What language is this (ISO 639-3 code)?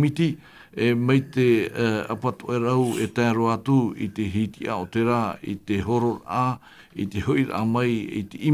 tah